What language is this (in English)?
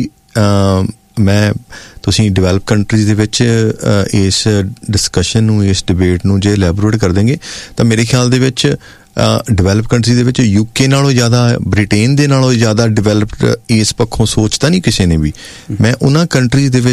Punjabi